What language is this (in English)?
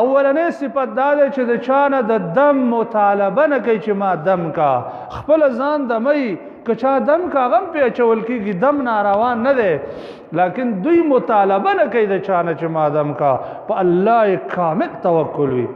Pashto